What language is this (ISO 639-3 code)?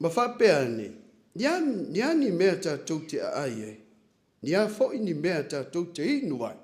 smo